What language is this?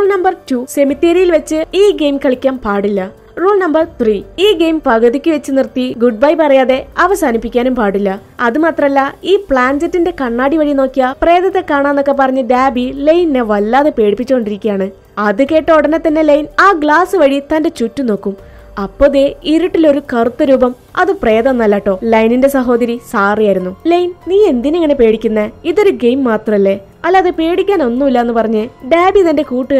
Malayalam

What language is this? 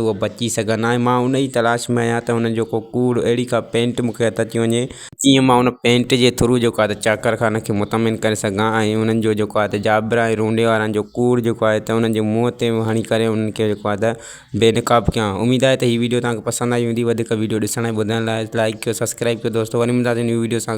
Sindhi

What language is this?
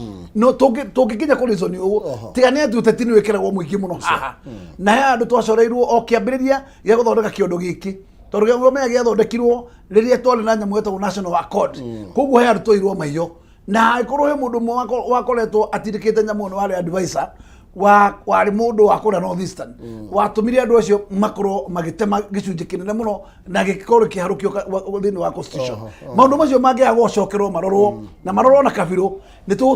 Kikuyu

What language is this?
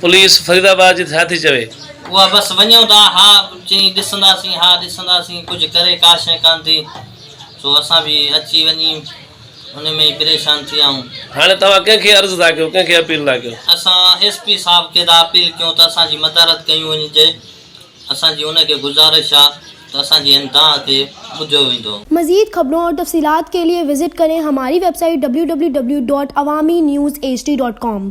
Sindhi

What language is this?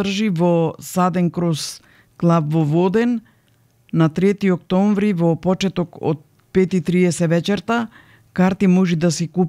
Macedonian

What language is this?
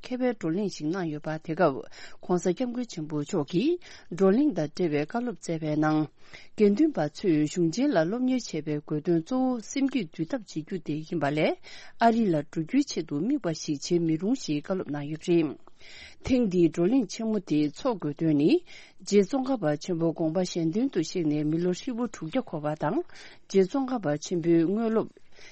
Tibetan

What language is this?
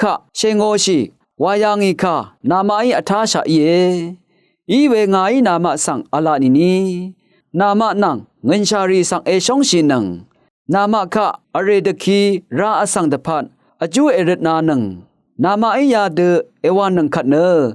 Rawang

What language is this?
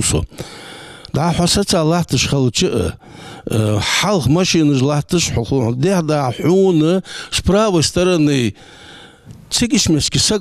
Ingush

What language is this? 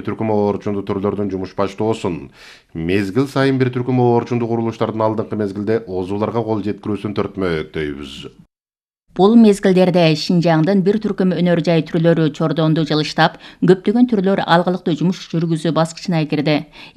Kyrgyz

